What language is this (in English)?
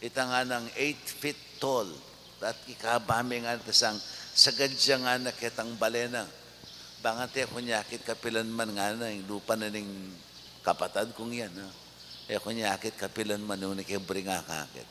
Pampanga